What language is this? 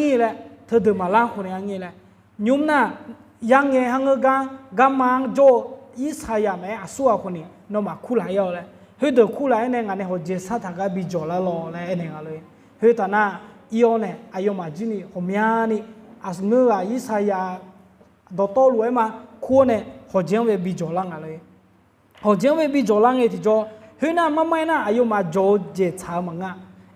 Akha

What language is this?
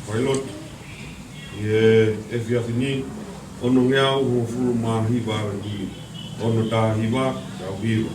Tongan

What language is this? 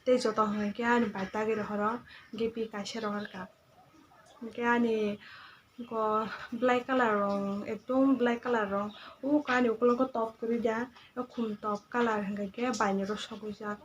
Kok Borok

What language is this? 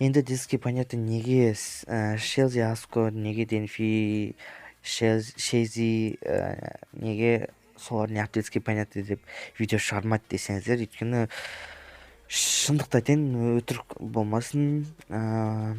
Kazakh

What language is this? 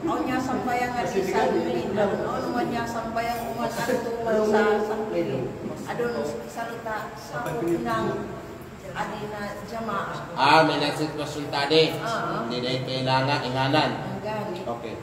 Kalagan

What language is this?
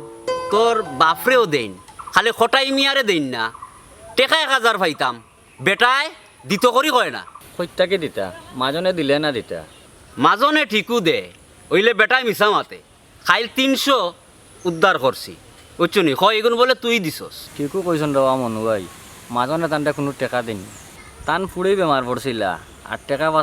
Sylheti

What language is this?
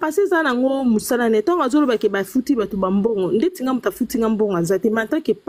Lingala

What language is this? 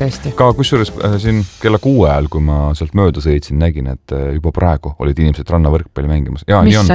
Estonian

